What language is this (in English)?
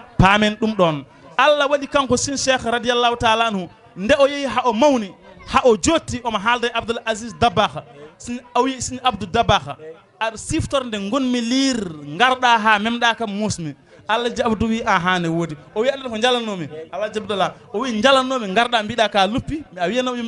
Fula